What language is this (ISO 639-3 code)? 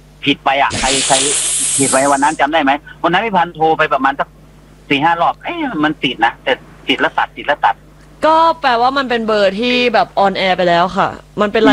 tha